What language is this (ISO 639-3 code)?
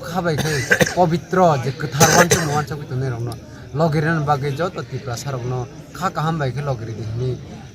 trp